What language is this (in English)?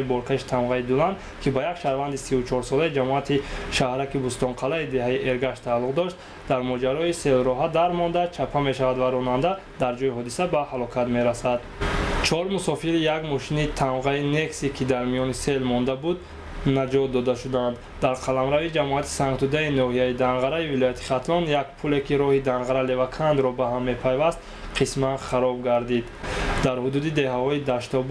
Tajik